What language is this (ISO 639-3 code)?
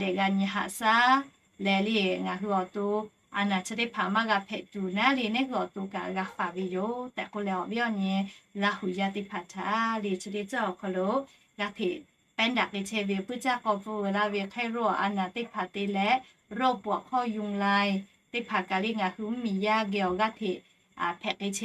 lhu